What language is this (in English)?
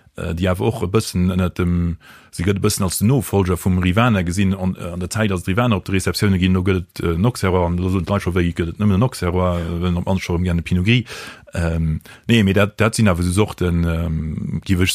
Luxembourgish